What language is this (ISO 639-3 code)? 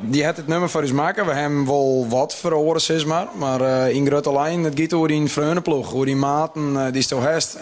fry